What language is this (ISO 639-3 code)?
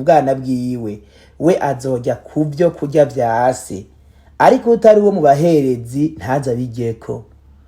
run